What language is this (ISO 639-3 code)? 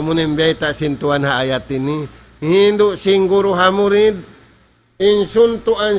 tsg